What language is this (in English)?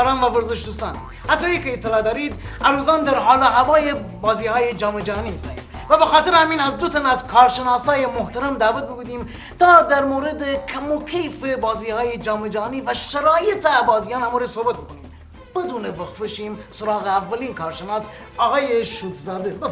Gilaki